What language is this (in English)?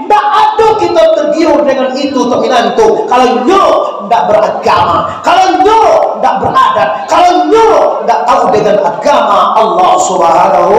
Minangkabau